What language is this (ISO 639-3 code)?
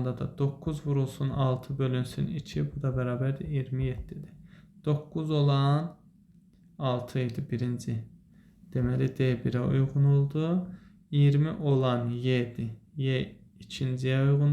aze